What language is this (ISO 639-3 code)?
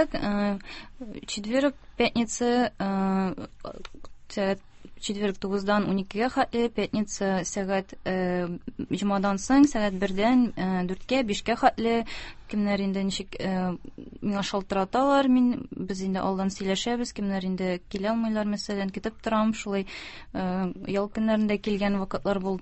tat